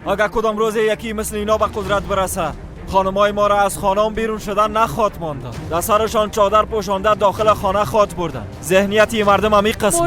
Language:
Persian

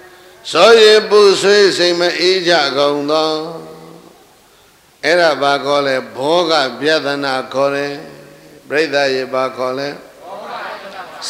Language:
Burmese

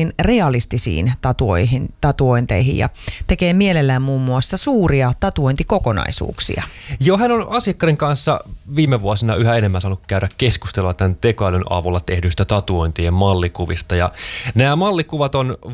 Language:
Finnish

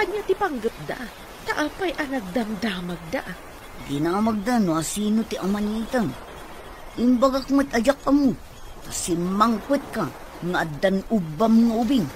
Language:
Iloko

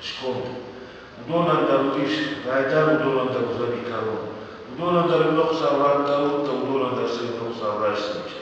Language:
Ossetic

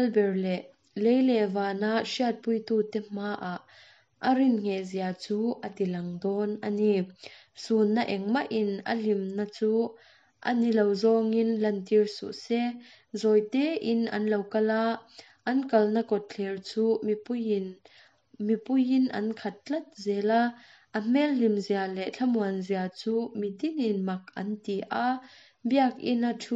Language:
Mizo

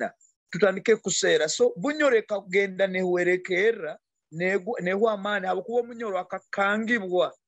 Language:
Nyoro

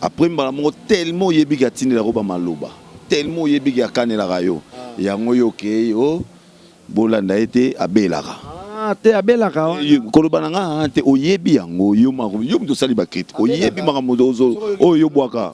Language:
Lingala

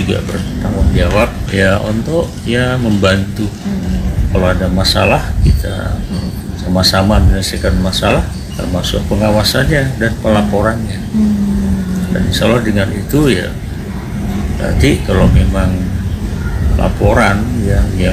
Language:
Indonesian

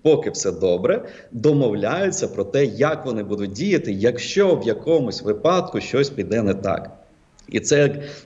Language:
Ukrainian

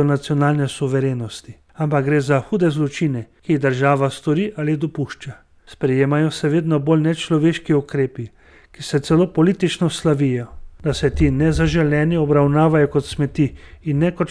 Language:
Slovenian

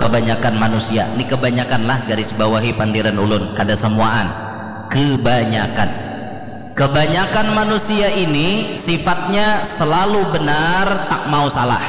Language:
Banjar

